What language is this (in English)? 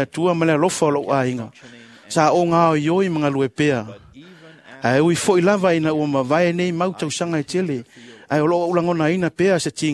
Samoan